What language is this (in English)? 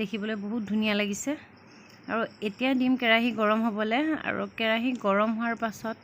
Assamese